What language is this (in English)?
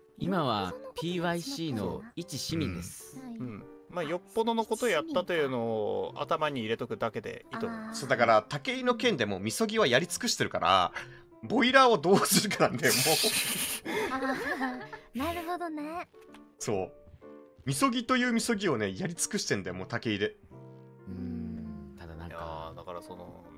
Japanese